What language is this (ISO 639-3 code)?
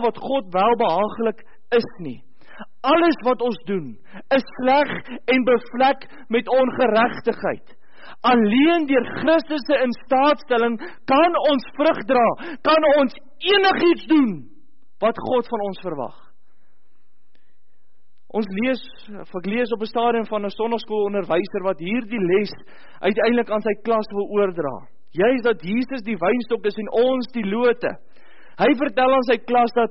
afr